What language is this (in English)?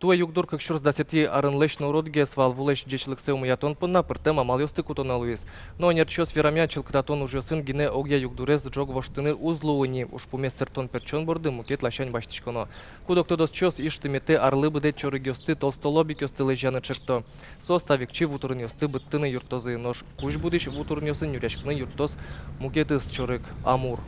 Udmurt